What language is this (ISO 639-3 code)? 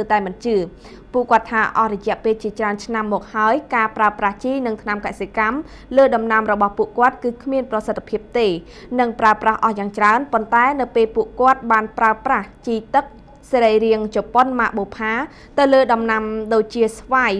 khm